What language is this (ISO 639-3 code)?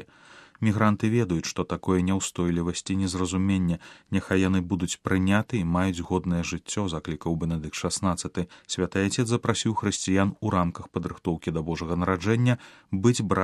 bel